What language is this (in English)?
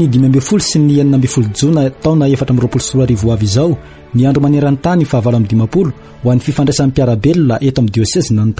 Malagasy